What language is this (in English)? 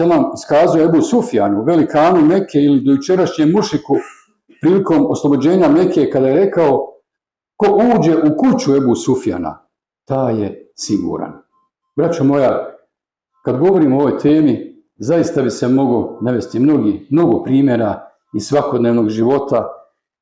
Bosnian